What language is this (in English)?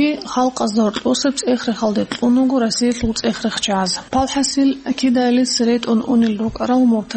Avaric